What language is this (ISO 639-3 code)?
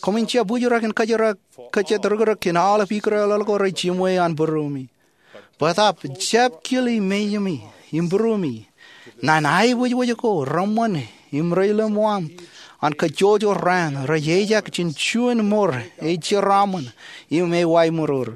mah